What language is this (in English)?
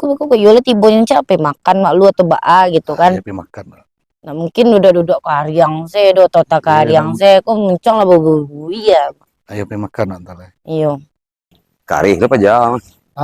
Minangkabau